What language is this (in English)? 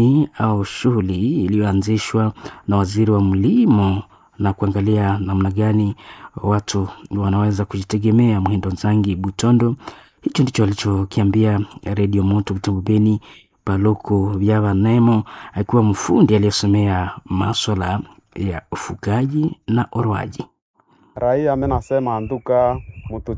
Swahili